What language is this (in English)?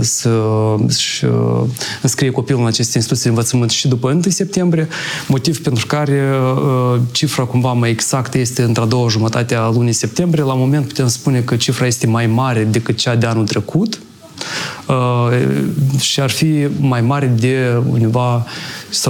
Romanian